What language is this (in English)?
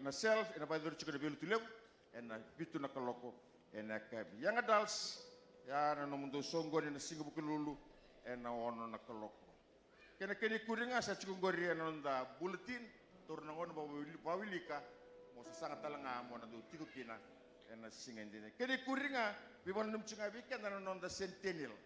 Fijian